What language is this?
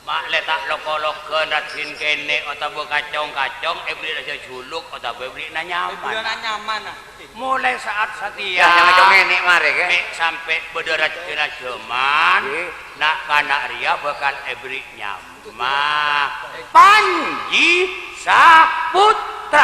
Madurese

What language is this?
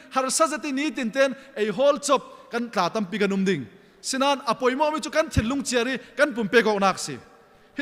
Falam Chin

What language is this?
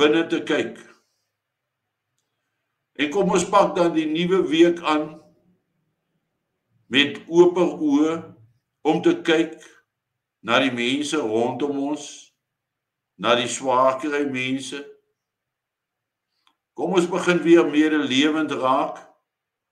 Afrikaans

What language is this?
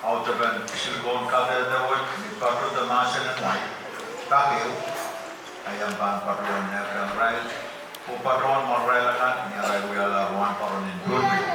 Pohnpeian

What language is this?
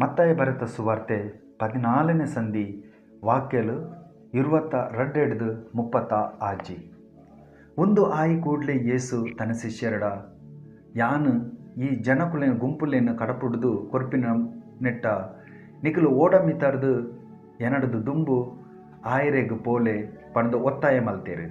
Tulu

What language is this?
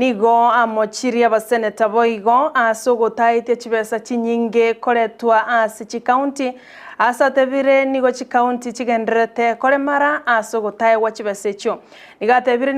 Gusii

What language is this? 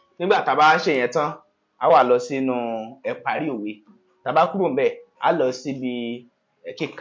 Yoruba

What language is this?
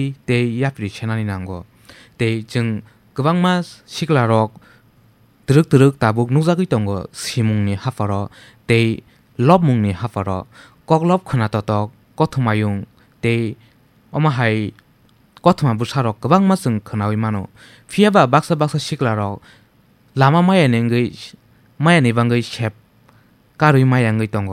Kok Borok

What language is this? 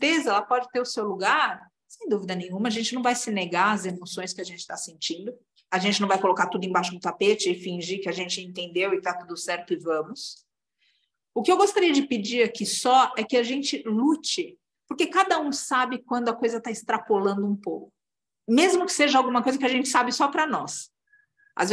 Portuguese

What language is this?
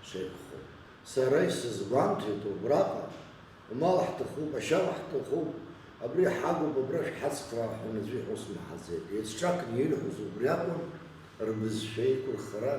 Abkhazian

